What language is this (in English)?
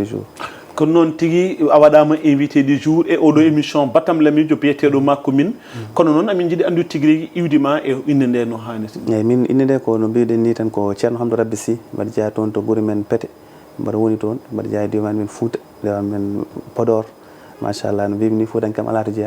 Fula